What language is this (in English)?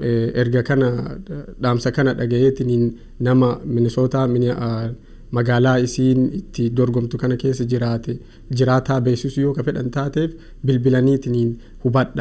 Oromo